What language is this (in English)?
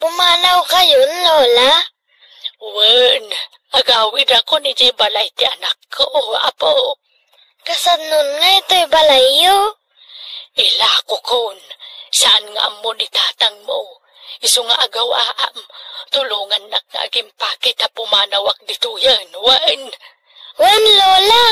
Iloko